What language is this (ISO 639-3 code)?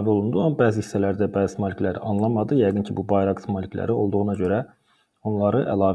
aze